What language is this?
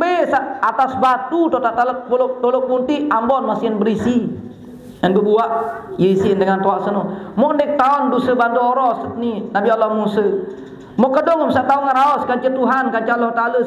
Sasak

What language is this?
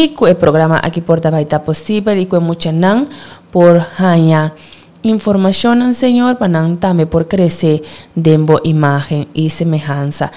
Papiamento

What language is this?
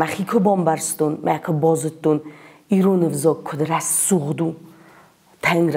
Ossetic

